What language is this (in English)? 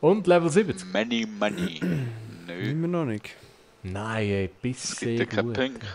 Swiss German